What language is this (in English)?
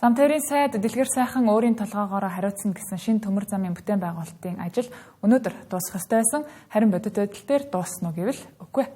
Mongolian